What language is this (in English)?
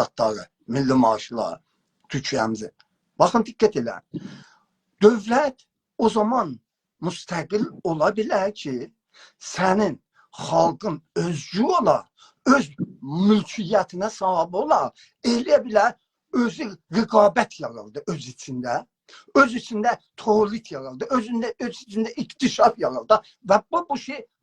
South Azerbaijani